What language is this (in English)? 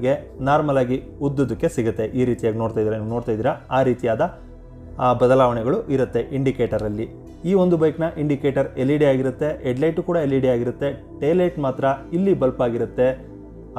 Kannada